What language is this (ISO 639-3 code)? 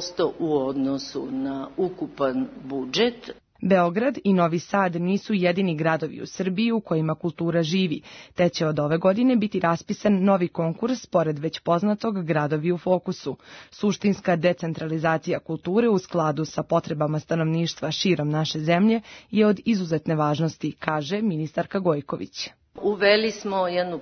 srp